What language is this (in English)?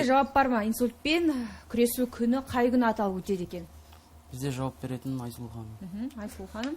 Kazakh